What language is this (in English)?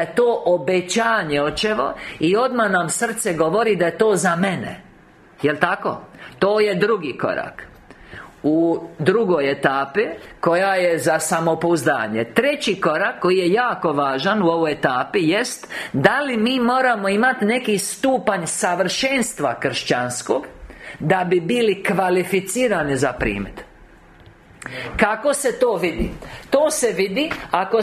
Croatian